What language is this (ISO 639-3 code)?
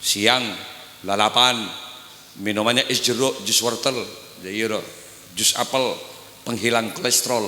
mad